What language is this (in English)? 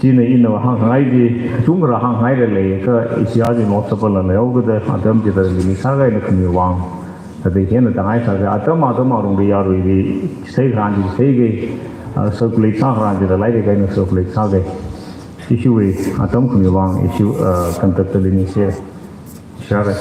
Tangkhul Naga (India)